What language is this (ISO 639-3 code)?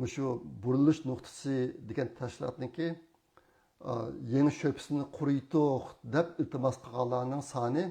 uig